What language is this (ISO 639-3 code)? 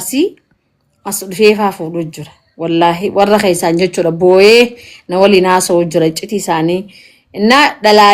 orm